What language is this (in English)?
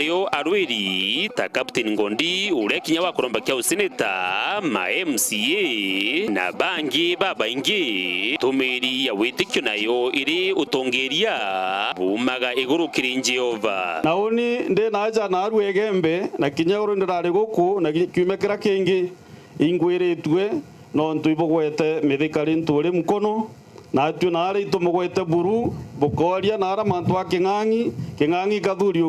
Meru